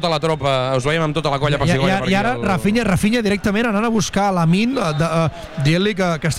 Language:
Catalan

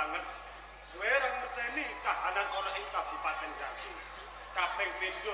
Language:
Javanese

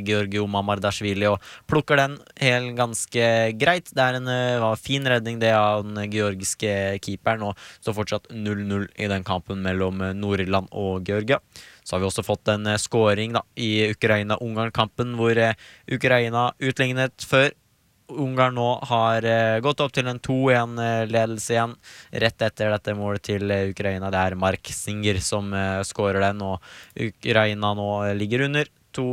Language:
Norwegian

